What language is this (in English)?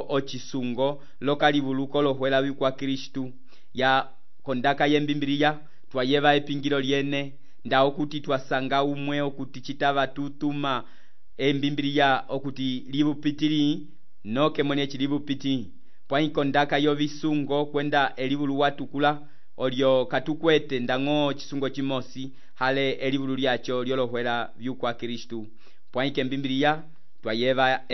Umbundu